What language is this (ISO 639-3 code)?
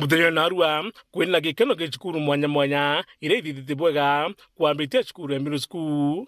mer